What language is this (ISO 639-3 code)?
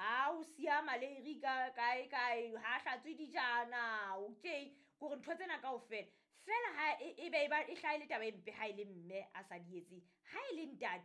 sot